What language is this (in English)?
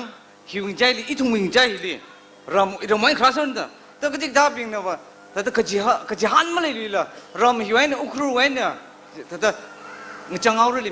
Tangkhul Naga (India)